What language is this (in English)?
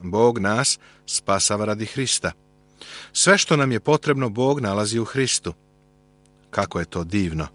Serbian